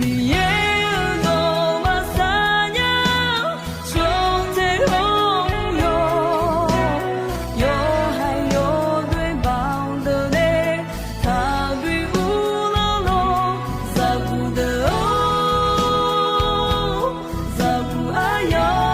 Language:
Akha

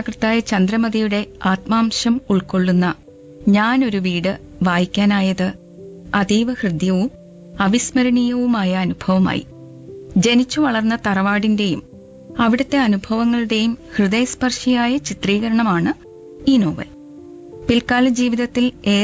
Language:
Malayalam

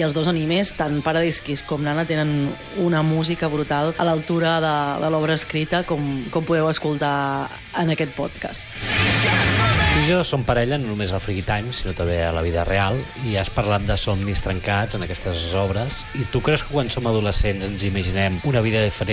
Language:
Catalan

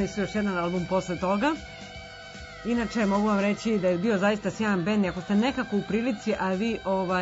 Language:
Serbian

